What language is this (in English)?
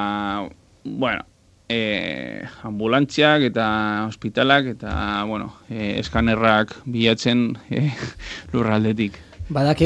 Basque